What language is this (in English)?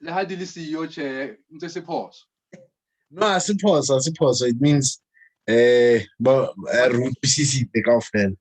Southern Sotho